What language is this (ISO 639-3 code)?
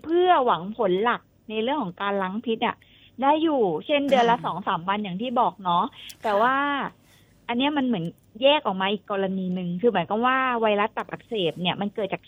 tha